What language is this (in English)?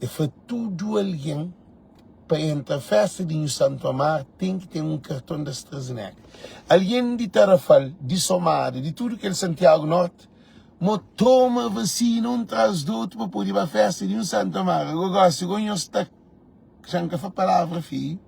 Kabuverdianu